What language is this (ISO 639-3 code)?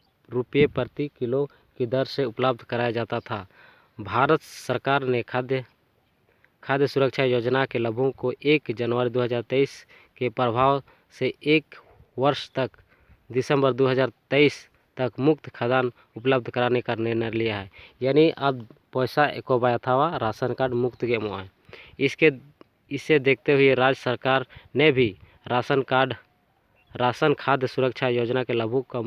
sat